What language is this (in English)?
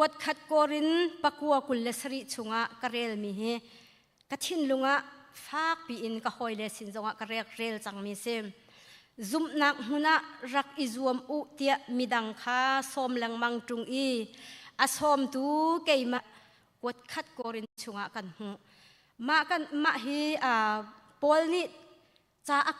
Hakha Chin